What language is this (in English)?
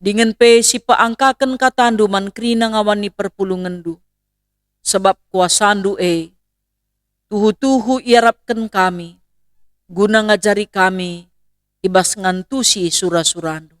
Batak Karo